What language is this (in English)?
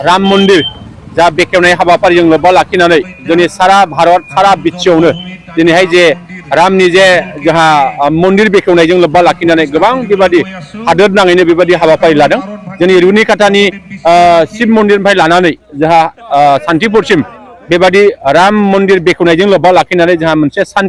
Bodo